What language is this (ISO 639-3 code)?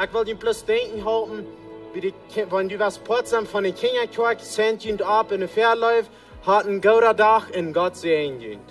pdt